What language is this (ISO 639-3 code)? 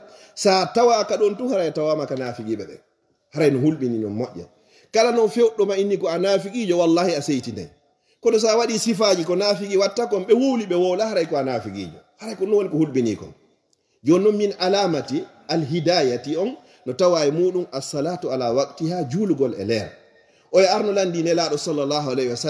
ful